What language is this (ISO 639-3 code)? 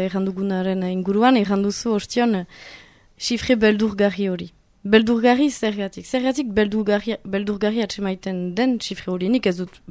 eus